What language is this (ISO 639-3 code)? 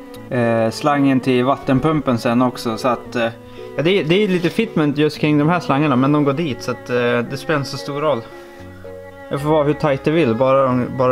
swe